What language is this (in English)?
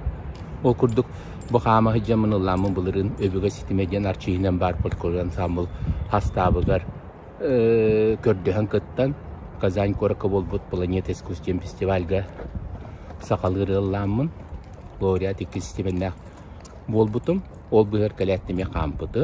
Yakut